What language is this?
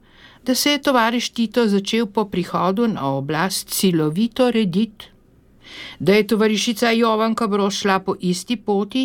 Slovenian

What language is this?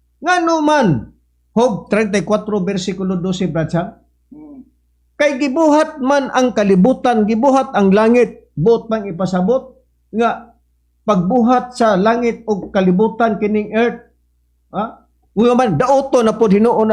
Cebuano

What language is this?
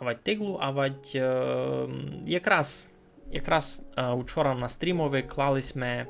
Rusyn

